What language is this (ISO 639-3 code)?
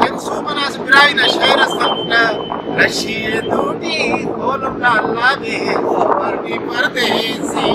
brh